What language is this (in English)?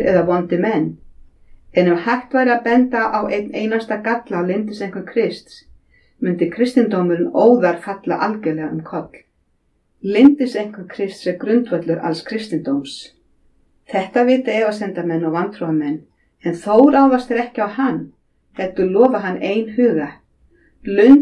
Icelandic